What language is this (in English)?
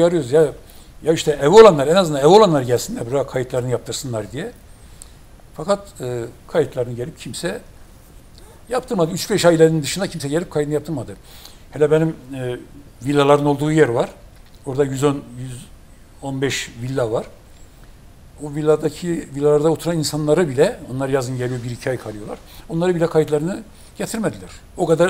Turkish